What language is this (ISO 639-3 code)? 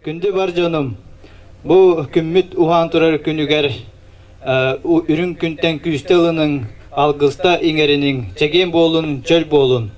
sah